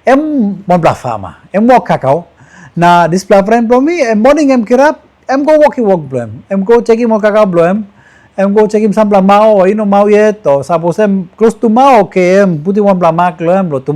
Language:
Tok Pisin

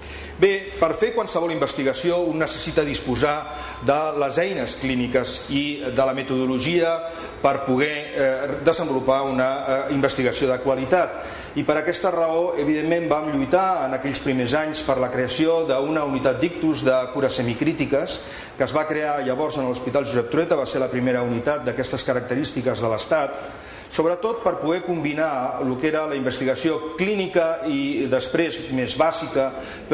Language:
Catalan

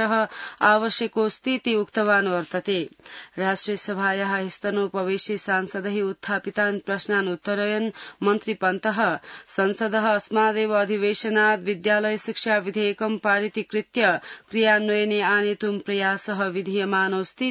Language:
Sanskrit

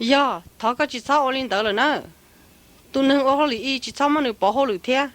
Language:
Hmong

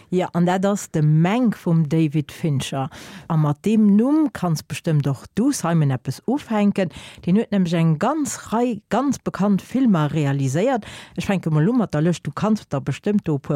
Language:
Luxembourgish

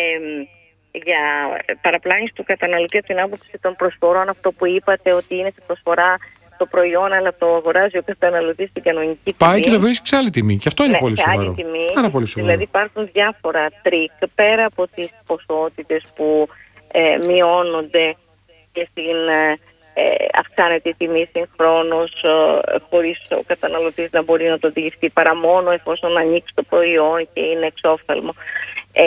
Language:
Greek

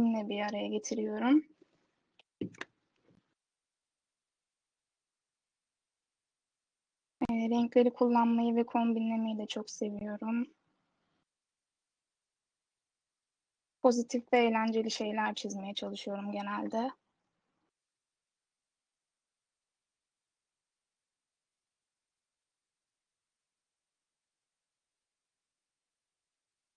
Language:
Turkish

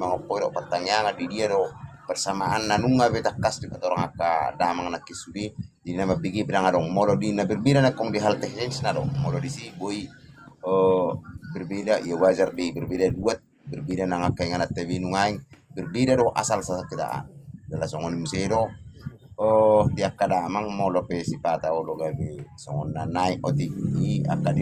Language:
Batak Toba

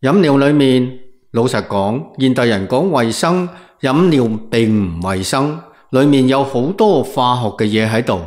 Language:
Cantonese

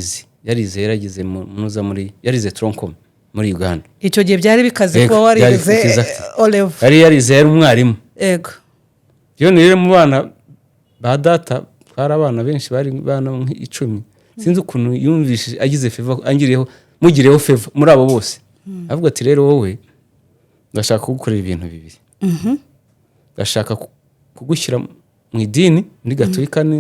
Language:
Kinyarwanda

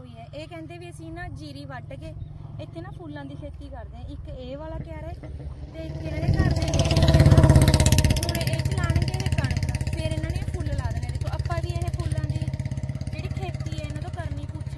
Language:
Punjabi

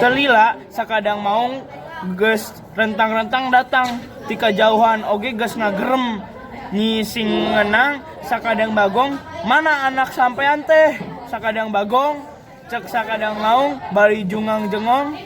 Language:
Sundanese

